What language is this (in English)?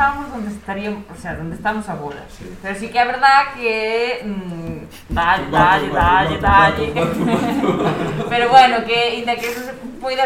Galician